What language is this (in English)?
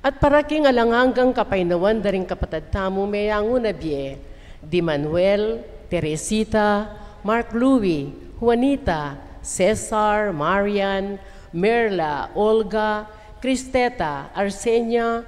Pampanga